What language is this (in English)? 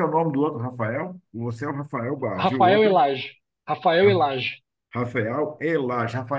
Portuguese